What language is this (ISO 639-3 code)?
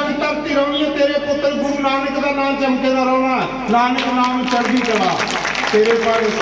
doi